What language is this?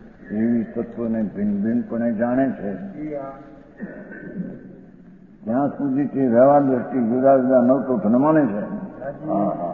Gujarati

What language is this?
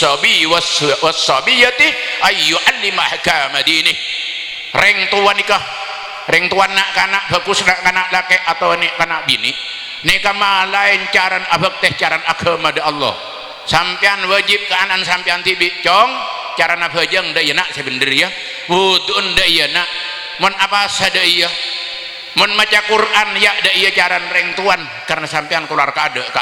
Madurese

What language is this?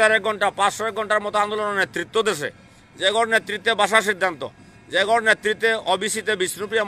Bishnupriya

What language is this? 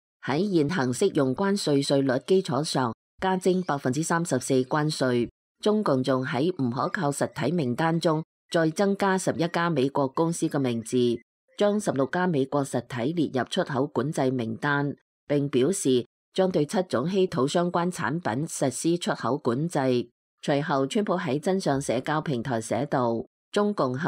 Cantonese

